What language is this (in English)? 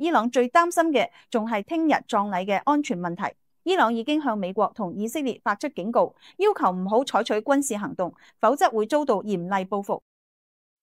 Cantonese